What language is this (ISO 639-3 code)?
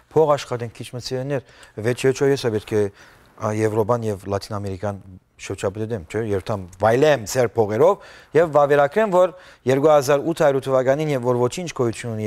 hyw